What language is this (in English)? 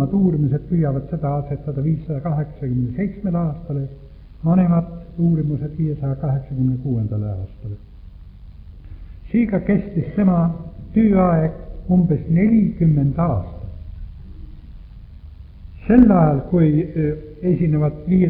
Estonian